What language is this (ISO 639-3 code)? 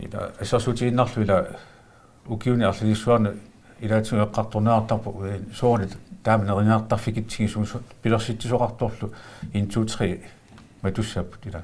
kal